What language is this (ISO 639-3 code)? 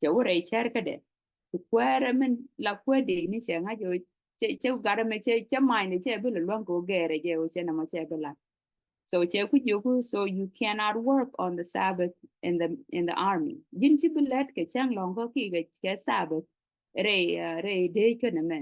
nus